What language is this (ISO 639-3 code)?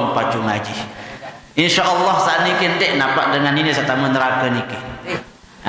sas